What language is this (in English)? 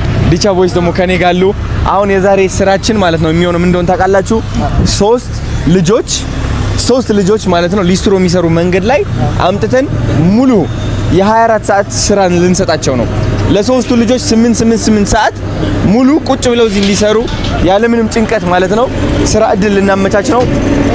Amharic